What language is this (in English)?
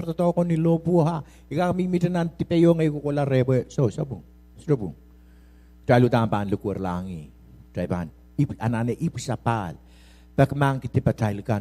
Pohnpeian